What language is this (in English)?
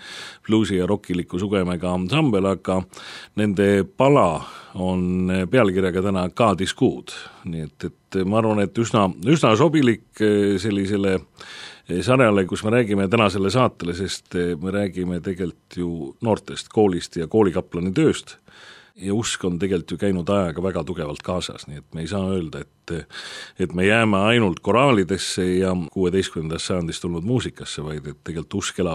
Estonian